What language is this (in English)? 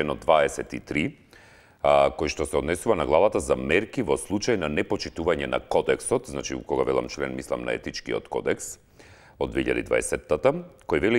Macedonian